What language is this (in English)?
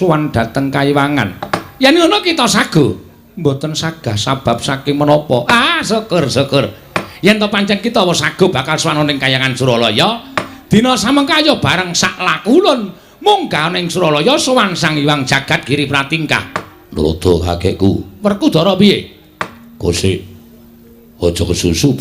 Javanese